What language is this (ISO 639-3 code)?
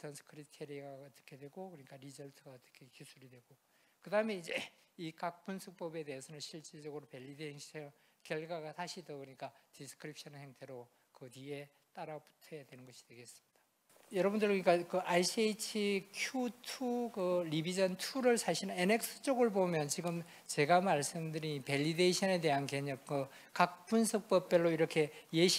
kor